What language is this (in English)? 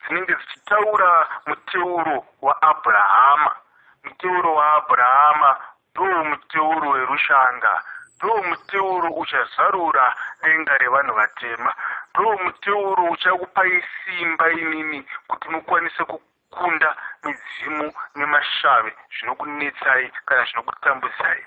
Shona